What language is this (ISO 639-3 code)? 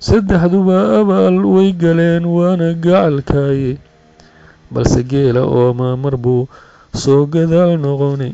som